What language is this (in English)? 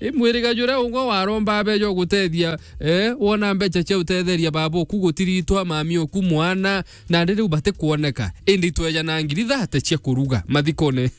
Meru